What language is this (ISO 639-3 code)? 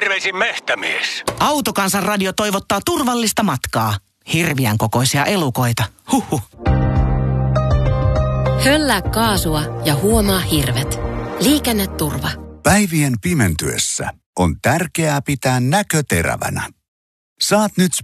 fin